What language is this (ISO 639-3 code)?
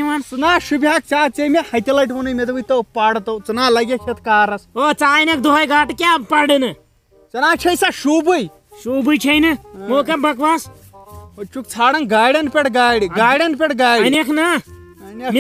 kas